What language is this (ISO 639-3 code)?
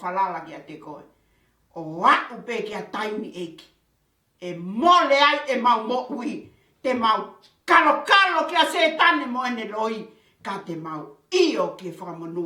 ton